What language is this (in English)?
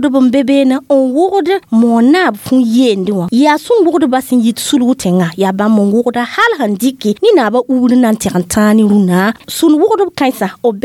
Mossi